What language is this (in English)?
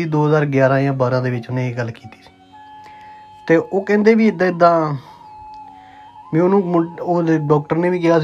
Punjabi